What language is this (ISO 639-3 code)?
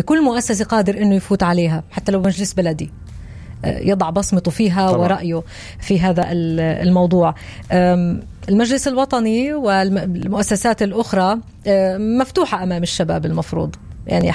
apc